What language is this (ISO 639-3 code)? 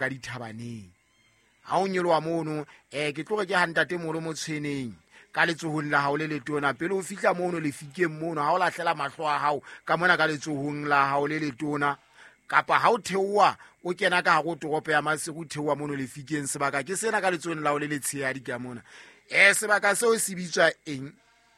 sot